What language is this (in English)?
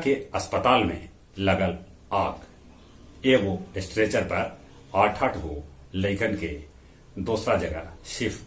Magahi